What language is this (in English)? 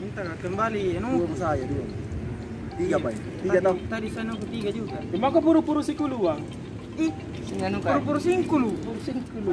Makassar Malay